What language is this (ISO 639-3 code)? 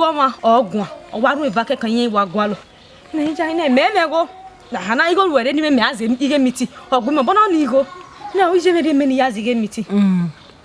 bin